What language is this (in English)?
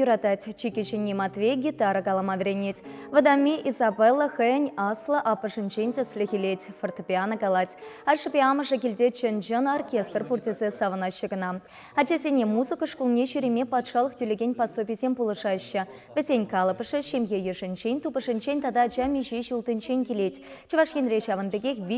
Chuvash